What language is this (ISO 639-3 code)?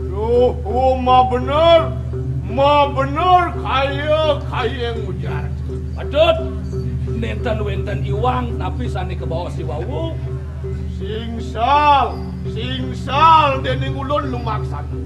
ban